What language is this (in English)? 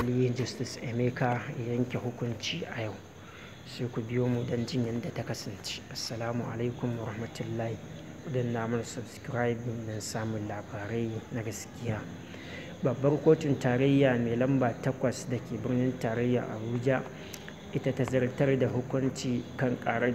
Hausa